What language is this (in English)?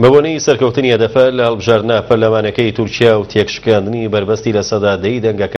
Central Kurdish